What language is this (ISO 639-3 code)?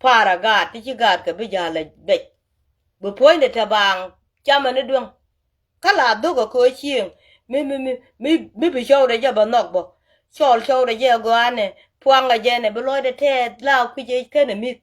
nus